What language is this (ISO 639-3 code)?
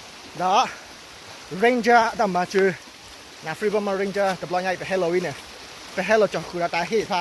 ksw